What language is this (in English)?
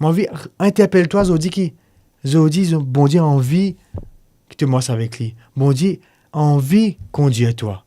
Morisyen